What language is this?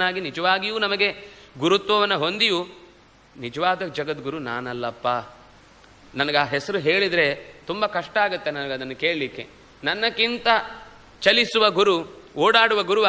Kannada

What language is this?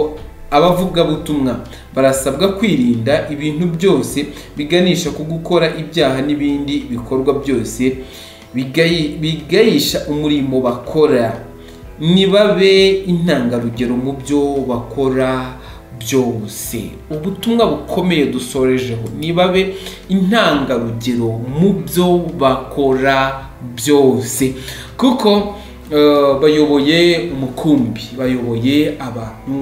Kinyarwanda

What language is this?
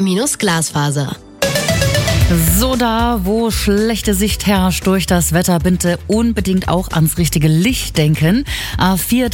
German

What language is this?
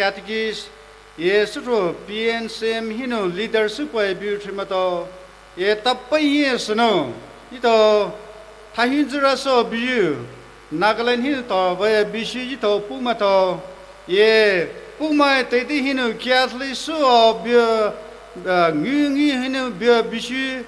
Poumei Naga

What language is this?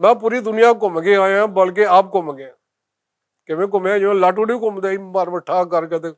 Western Panjabi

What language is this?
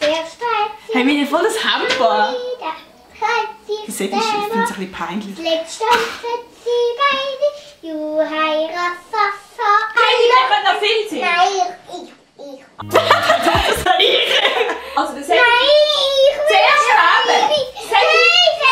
Swiss German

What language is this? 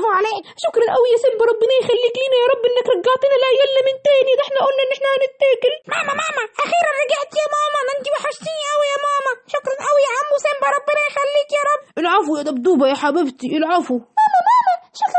Egyptian Arabic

